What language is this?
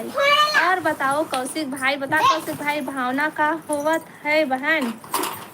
Chhattisgarhi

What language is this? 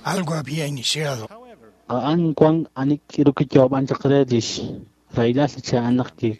Kekchí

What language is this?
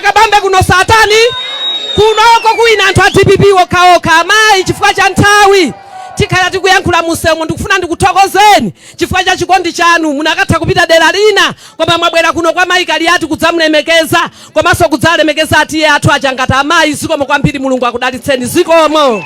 Nyanja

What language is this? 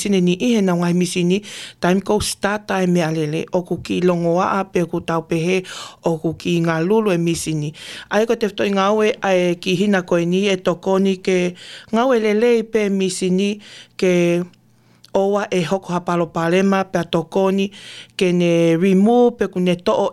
Tongan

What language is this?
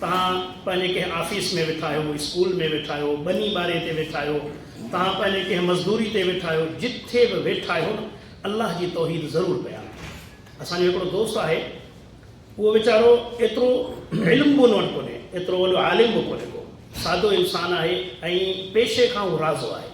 Sindhi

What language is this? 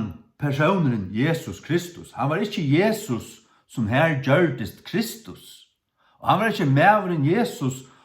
Faroese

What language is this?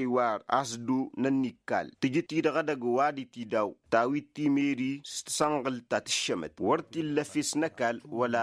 Tamasheq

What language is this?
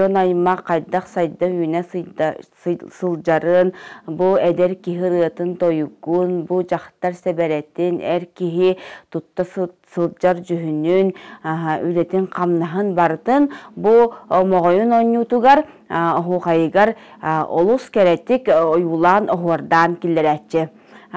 Yakut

